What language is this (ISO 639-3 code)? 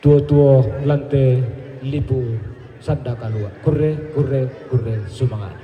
sda